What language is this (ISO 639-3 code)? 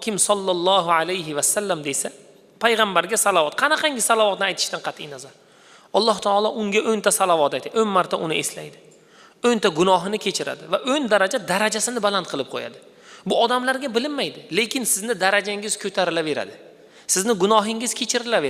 uzb